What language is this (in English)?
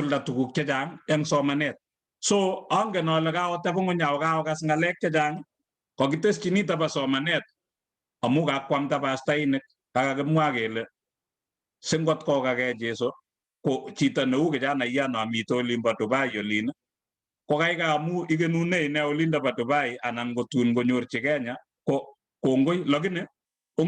Kalenjin